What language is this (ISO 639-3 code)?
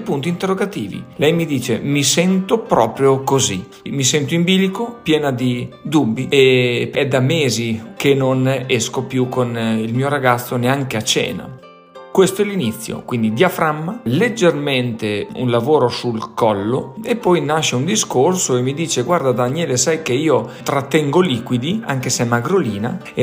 ita